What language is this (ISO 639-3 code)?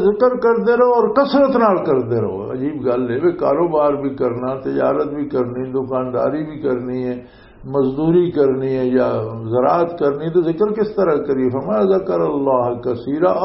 lah